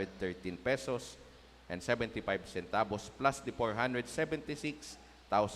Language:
Bikol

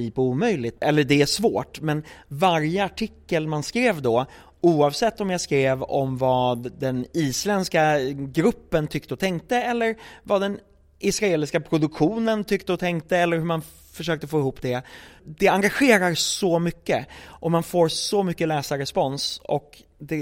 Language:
Swedish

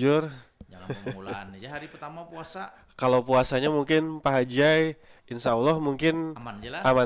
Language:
Banjar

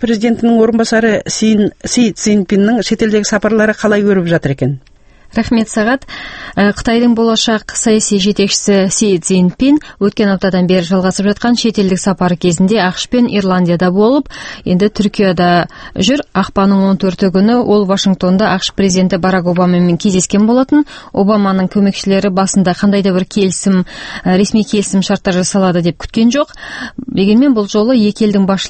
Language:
Kazakh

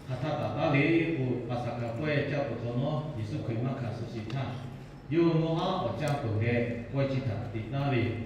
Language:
Lahu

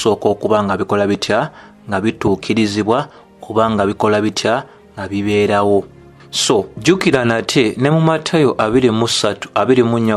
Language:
Ganda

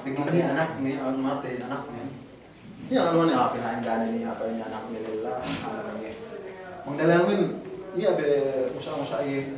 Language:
Yakan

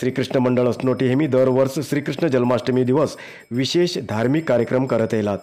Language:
Konkani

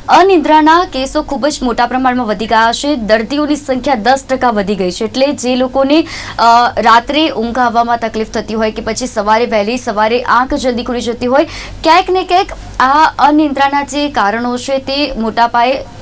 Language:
Gujarati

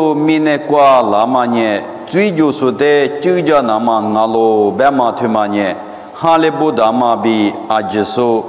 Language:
Lisu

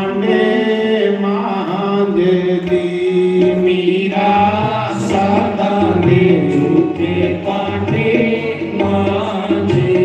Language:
Dogri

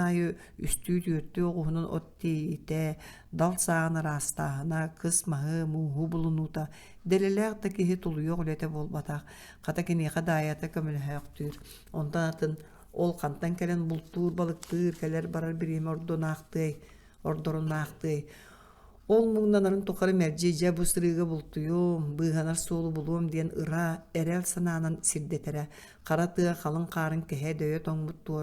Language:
Yakut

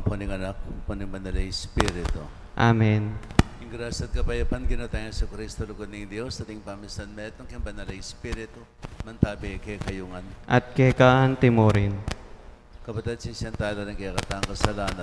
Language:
Pampanga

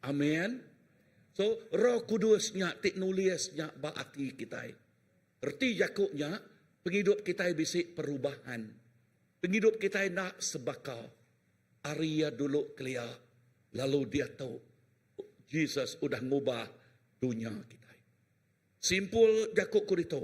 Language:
Iban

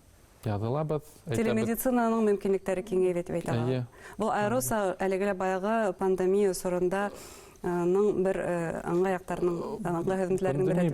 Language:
Bashkir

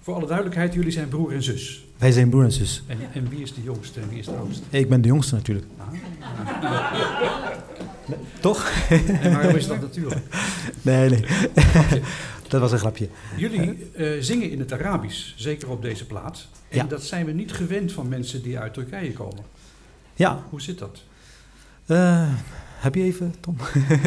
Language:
Dutch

